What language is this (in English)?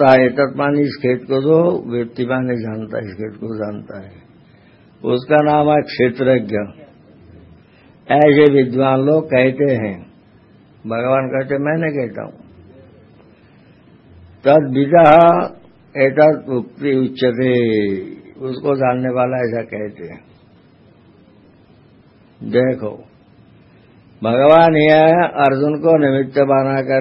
Hindi